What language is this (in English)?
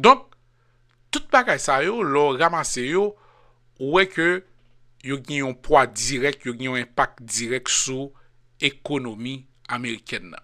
Haitian Creole